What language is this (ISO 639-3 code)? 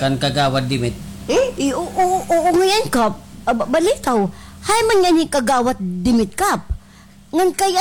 war